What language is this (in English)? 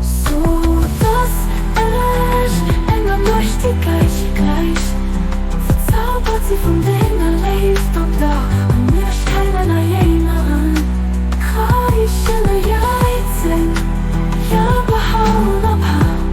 Luxembourgish